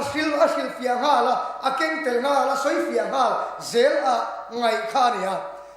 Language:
Mizo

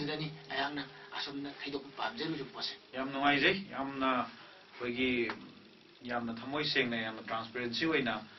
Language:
Manipuri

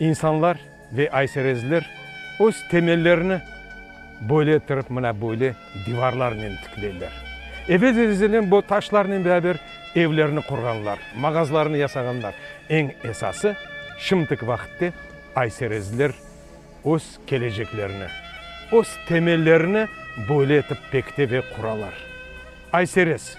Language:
Crimean Tatar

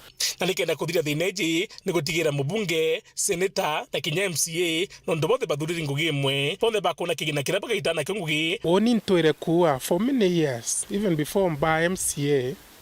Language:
Meru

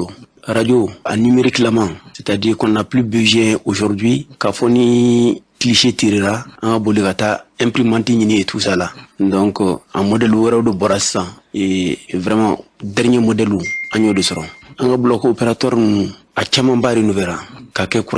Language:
Bambara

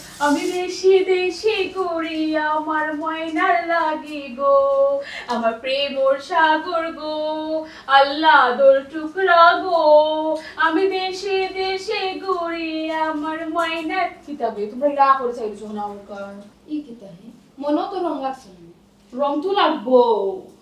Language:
Sylheti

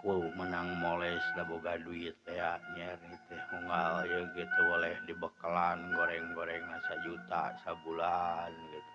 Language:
Sundanese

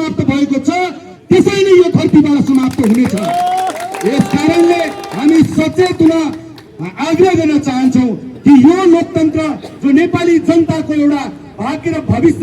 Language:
Nepali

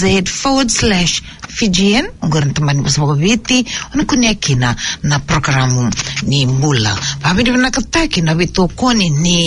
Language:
Fijian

